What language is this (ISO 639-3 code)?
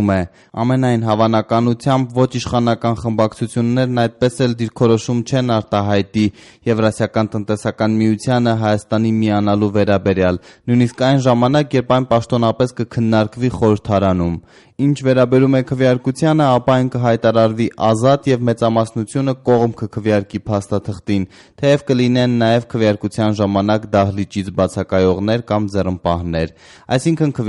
hye